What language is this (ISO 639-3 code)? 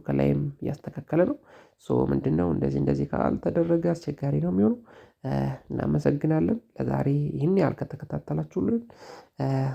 amh